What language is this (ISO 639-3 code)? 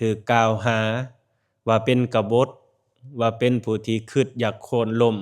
lao